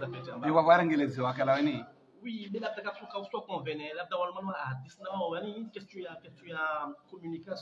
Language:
Swahili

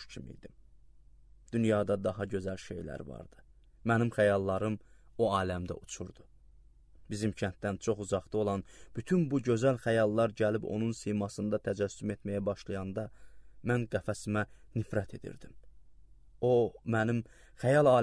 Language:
Azerbaijani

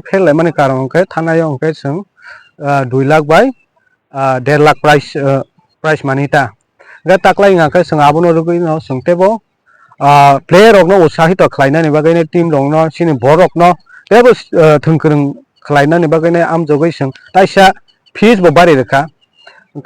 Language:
Kok Borok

